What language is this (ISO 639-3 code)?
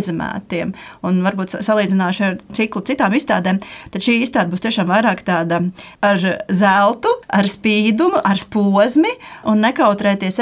lav